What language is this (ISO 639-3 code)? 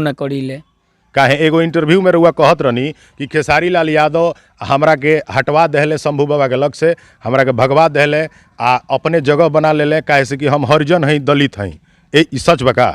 bho